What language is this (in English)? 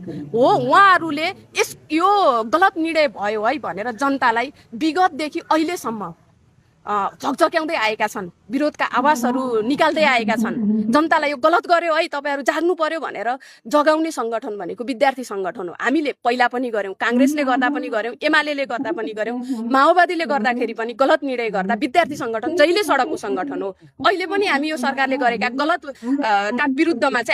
Nepali